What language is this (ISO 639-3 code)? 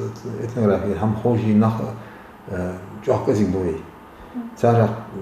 inh